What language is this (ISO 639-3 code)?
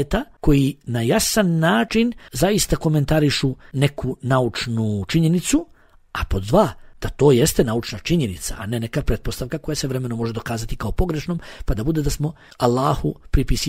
bos